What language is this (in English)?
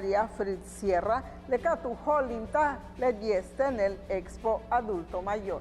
Yucateco